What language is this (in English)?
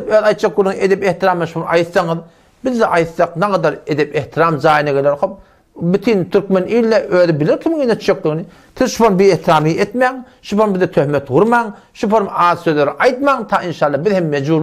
Turkmen